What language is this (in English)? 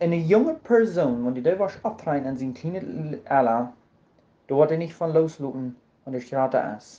Plautdietsch